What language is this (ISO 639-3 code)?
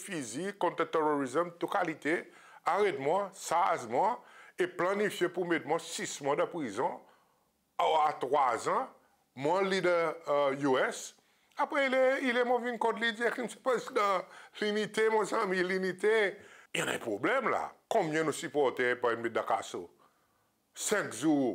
crs